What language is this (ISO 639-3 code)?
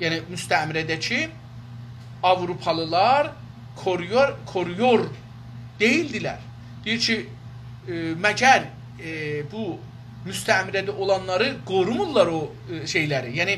azb